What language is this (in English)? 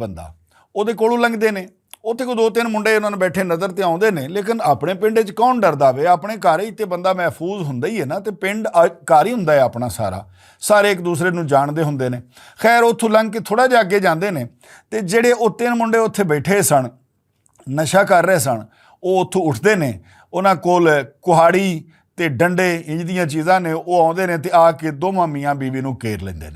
Western Panjabi